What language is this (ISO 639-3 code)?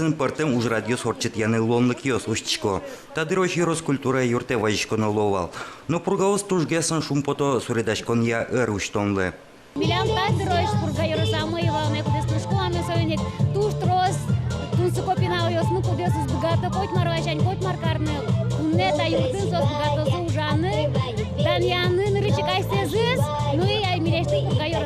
udm